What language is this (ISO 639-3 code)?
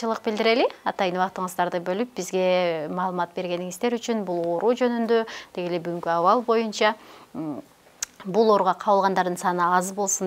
kir